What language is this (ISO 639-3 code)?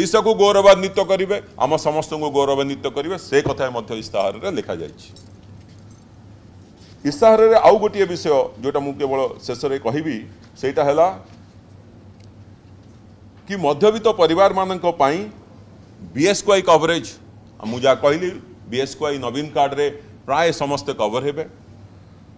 ori